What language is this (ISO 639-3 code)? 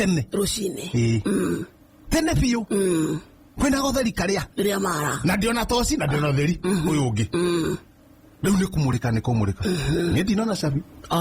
kik